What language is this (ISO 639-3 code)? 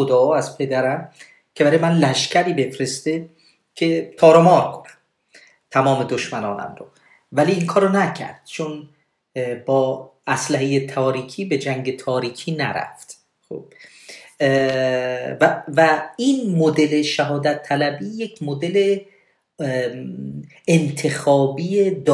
fas